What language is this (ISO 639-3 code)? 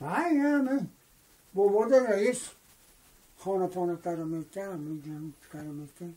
tgk